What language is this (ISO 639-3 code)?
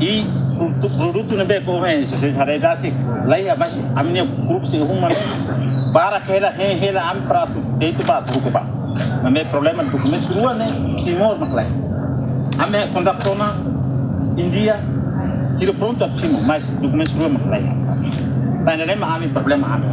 tet